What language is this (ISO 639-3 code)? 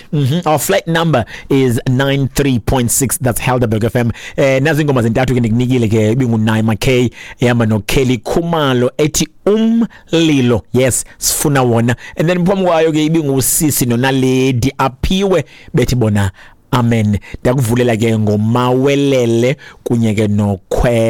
xho